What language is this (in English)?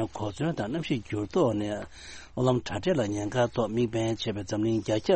Tibetan